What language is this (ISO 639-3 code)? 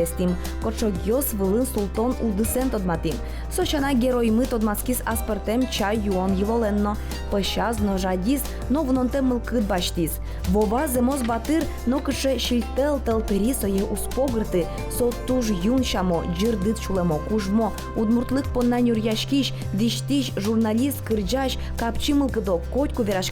udm